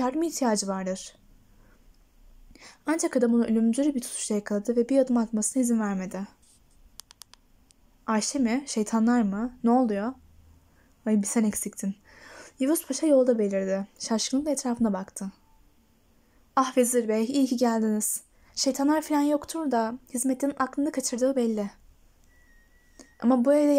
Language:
Turkish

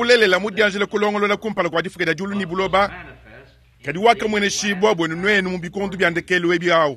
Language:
Luba-Lulua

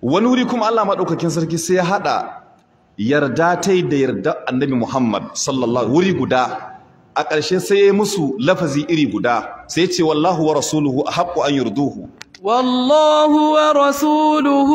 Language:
Hausa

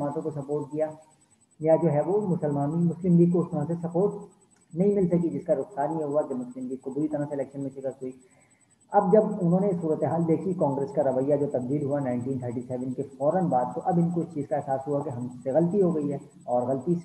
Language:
Urdu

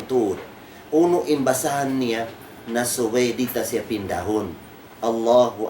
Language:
Tausug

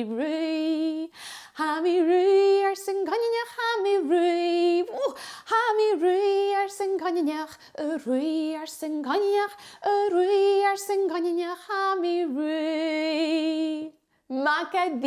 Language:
Scottish Gaelic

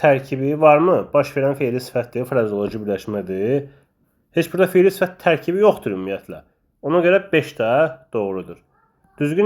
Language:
Azerbaijani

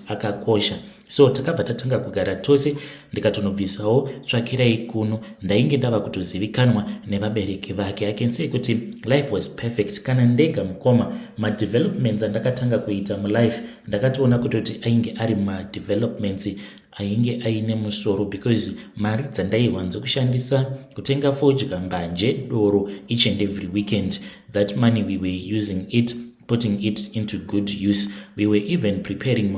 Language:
Shona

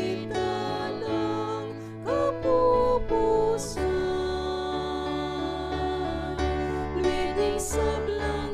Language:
Pampanga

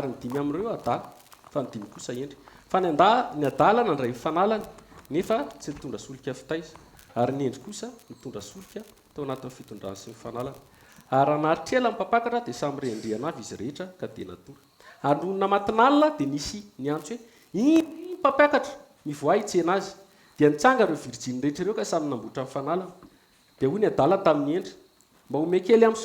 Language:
Malagasy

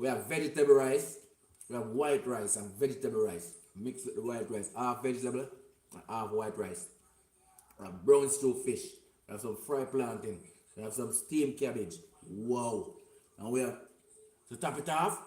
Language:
Jamaican Creole English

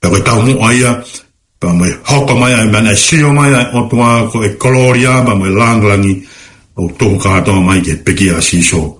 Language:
Tongan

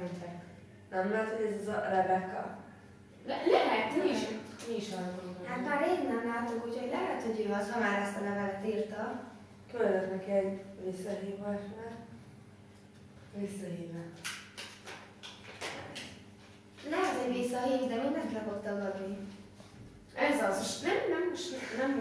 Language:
Hungarian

